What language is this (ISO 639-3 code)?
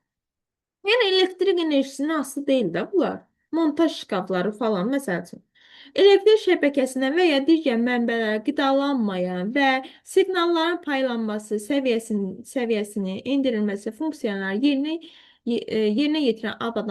aze